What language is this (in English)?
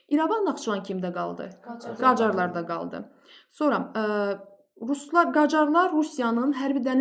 Azerbaijani